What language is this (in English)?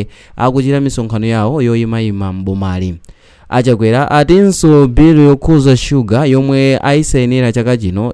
Nyanja